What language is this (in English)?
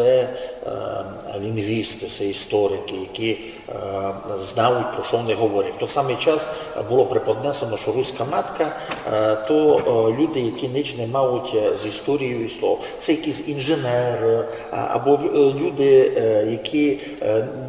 Rusyn